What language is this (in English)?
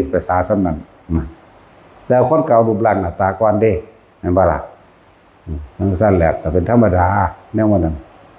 Northeastern Thai